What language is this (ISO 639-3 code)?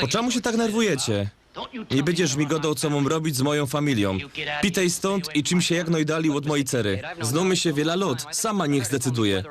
szl